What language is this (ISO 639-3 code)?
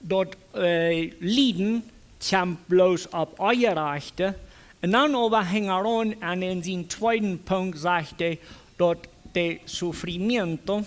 pdt